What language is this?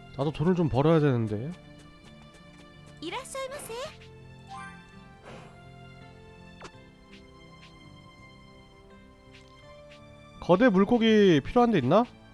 Korean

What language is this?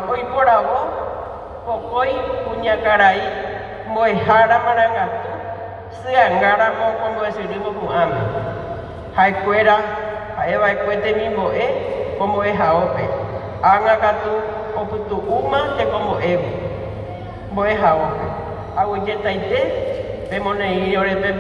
Guarani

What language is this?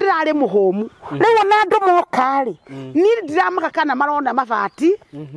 Kikuyu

